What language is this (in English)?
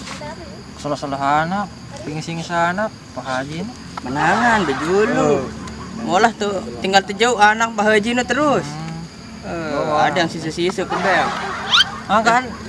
Sasak